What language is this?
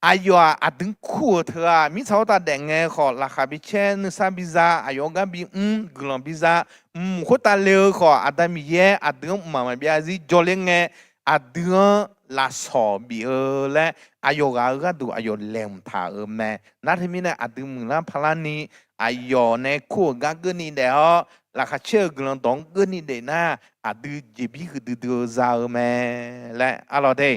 Akha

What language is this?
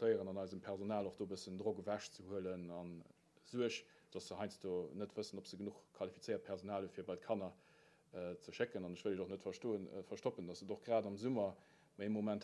Luxembourgish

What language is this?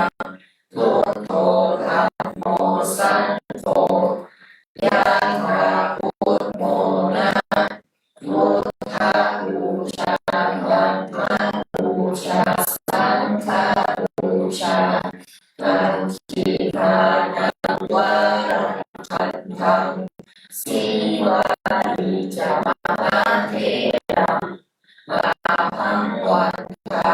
Pali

